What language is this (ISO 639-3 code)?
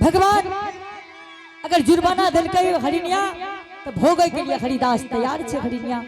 anp